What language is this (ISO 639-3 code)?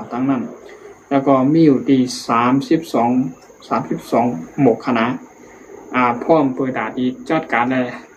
shn